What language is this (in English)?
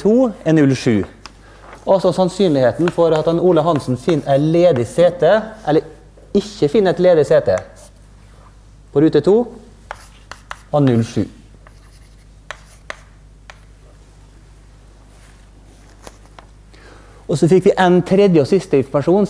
Norwegian